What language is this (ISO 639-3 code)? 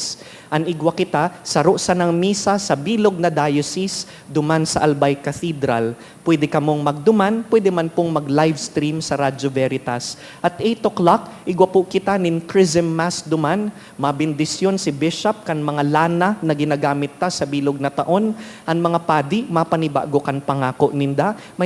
bik